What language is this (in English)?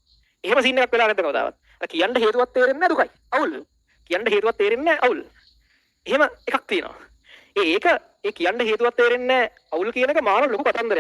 Sinhala